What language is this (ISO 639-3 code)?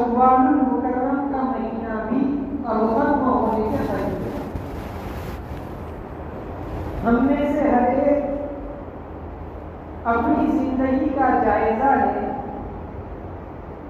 urd